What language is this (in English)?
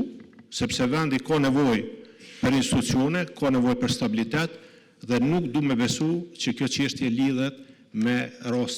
Albanian